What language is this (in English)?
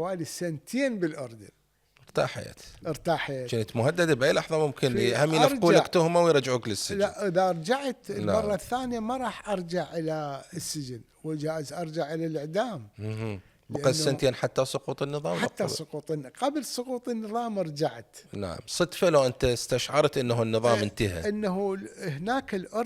Mesopotamian Arabic